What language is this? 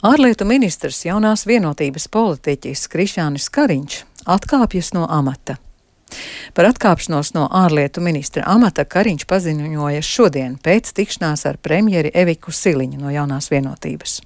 Latvian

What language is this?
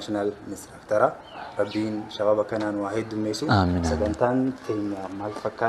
Oromo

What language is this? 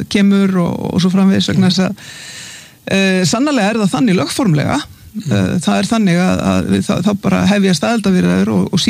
Icelandic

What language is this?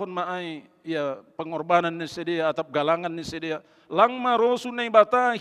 Batak Simalungun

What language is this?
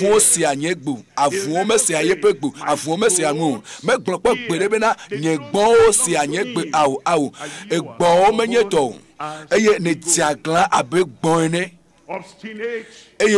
Ewe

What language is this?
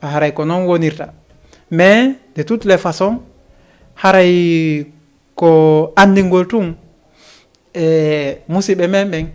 Fula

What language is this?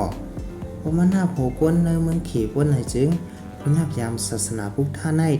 Shan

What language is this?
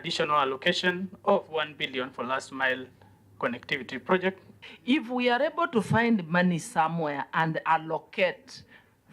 Kamba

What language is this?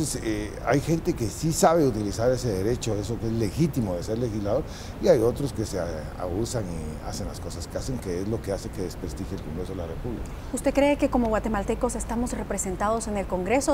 Spanish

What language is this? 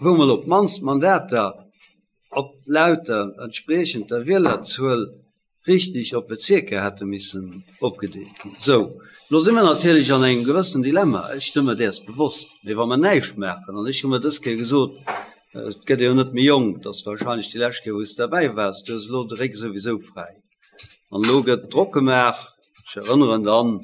Luxembourgish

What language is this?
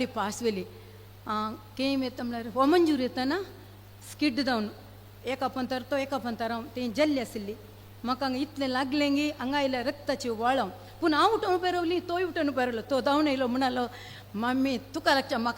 Konkani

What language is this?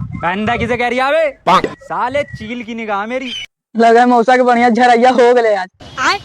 Magahi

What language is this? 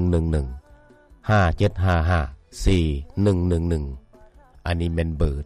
Lao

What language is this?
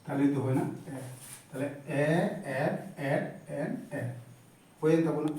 Santali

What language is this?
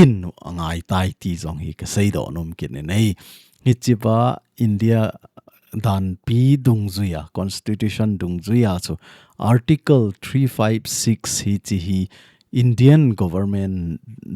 Thado Chin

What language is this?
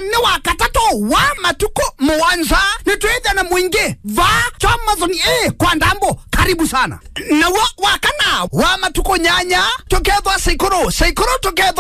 Kamba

